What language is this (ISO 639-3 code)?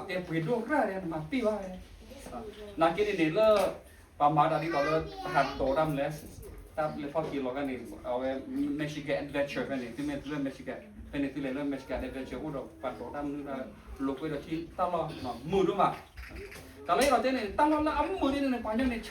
ksw